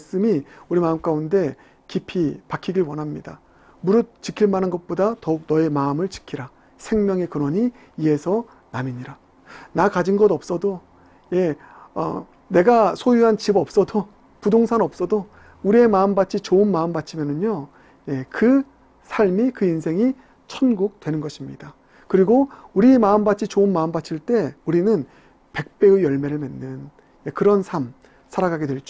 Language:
Korean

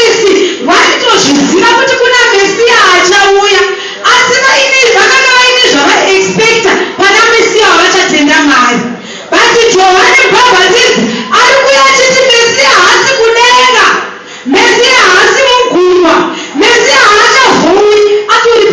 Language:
Shona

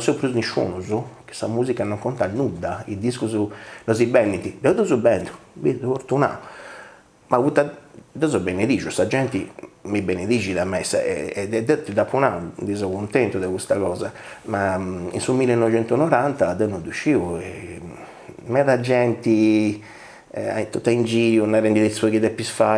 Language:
Sardinian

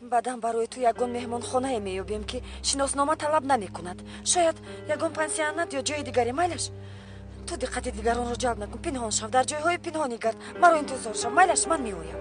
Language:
Tajik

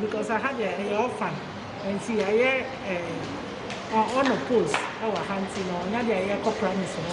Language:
Akan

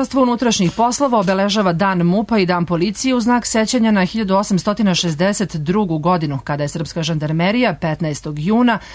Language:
Serbian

